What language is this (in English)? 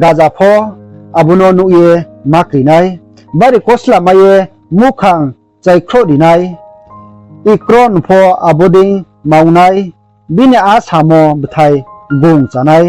Riang (India)